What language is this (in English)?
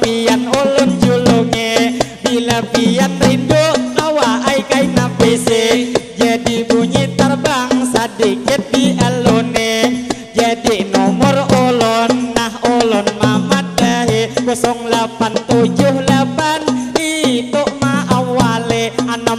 Banjar